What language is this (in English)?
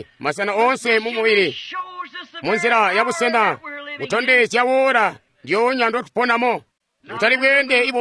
Tonga (Zambia)